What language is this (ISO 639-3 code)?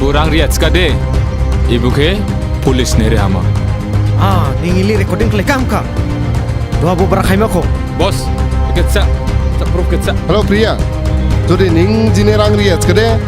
dis